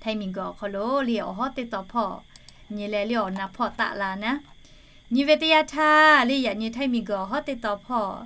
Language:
Lahu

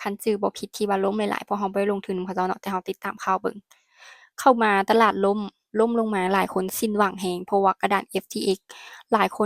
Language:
Lao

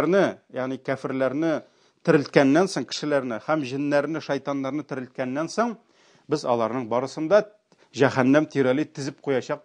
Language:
Tatar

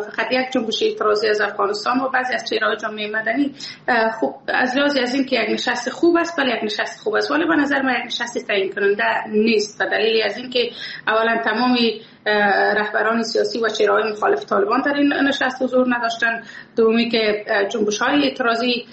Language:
Persian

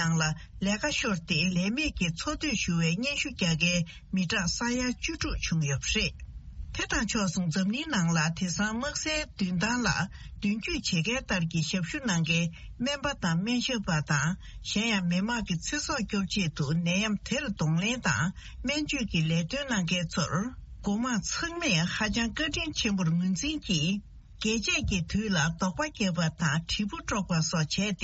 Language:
Tibetan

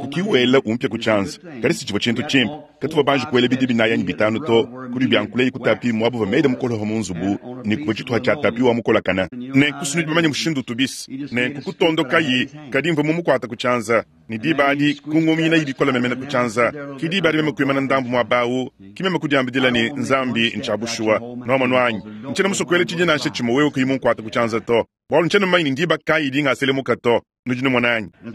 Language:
Luba-Lulua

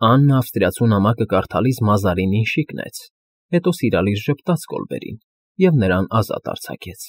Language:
Armenian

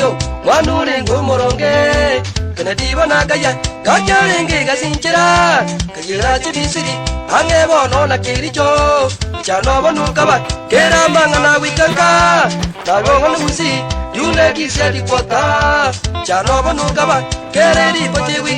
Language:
Gusii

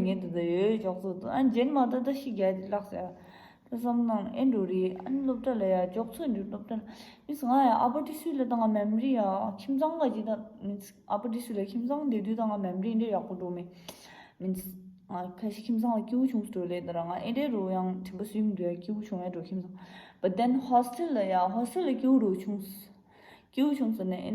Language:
Tibetan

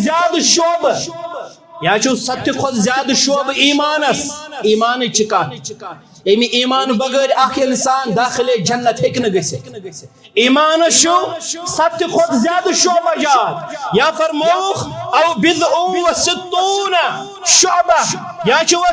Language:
Kashmiri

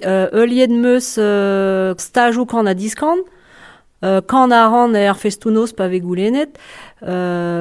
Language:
Breton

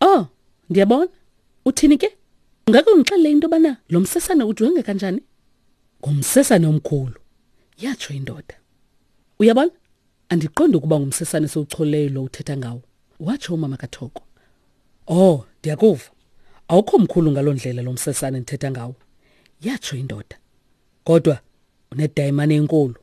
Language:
Xhosa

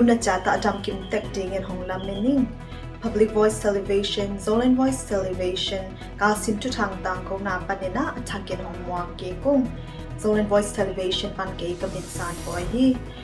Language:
Tedim Chin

